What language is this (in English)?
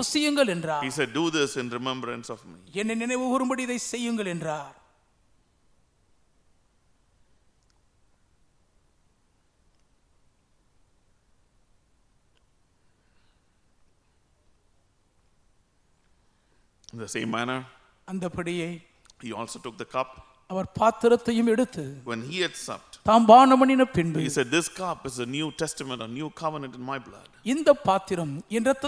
Tamil